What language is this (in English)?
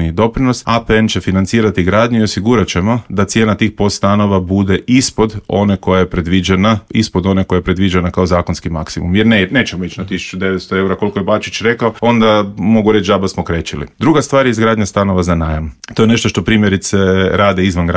Croatian